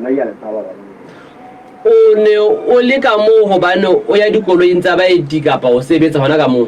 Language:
Southern Sotho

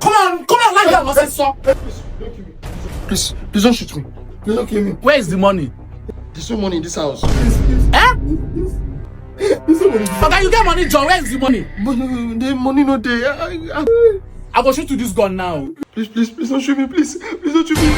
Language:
Nigerian Pidgin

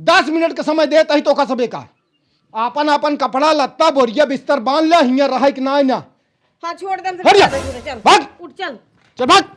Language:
Awadhi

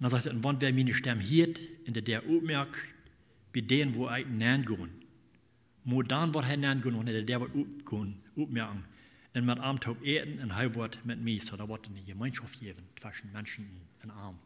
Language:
Plautdietsch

